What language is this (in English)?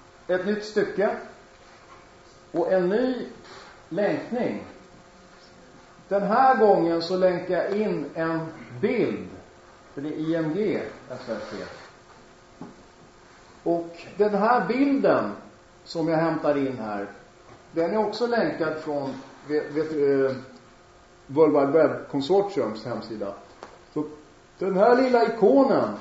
Swedish